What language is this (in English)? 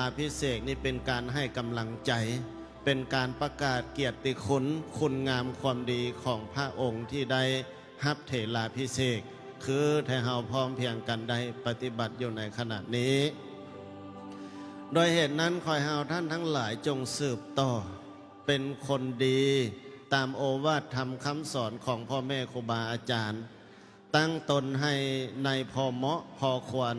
Lao